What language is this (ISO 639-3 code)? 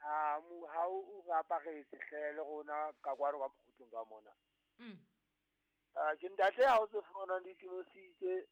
sot